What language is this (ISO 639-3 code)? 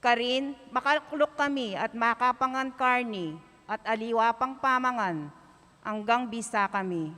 pam